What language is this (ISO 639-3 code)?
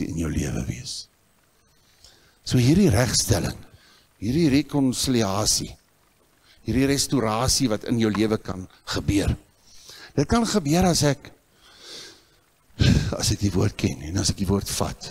afr